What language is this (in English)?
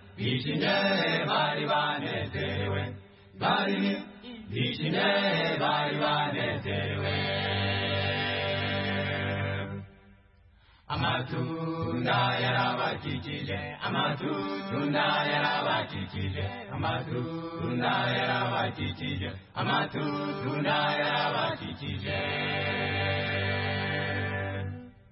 Kinyarwanda